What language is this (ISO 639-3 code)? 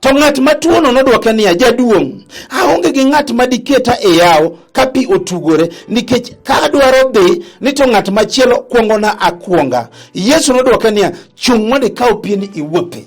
luo